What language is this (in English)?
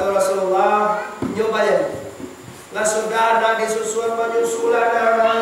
Minangkabau